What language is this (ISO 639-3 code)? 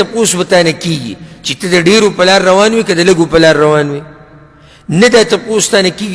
pus